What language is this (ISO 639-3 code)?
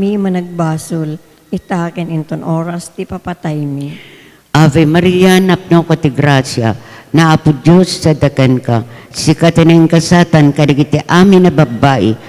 ilo